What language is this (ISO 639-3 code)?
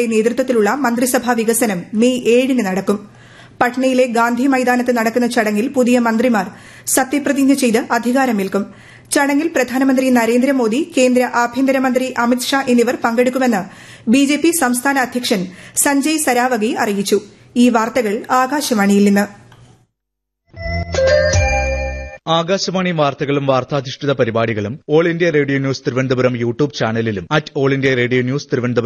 mal